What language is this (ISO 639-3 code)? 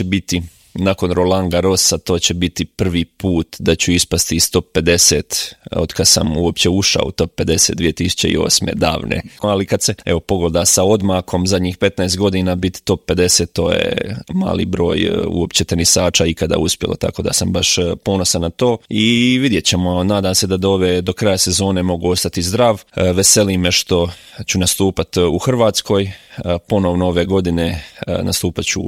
hrv